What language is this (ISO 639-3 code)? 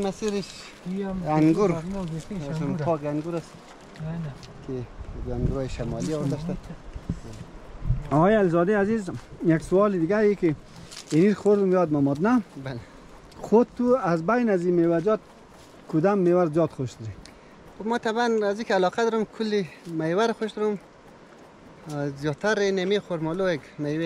fas